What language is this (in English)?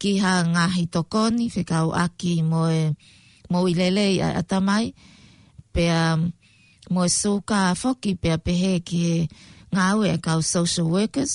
Tongan